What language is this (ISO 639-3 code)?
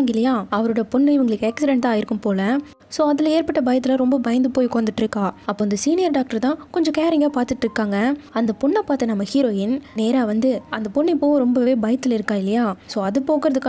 tam